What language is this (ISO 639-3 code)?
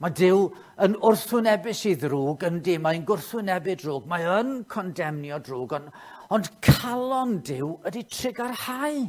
cym